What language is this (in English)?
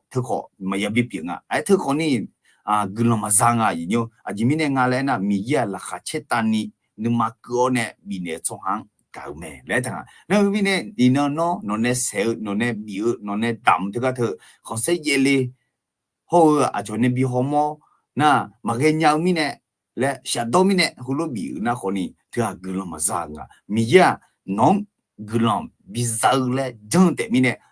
Akha